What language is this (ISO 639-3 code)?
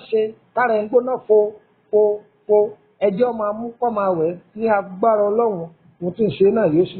yor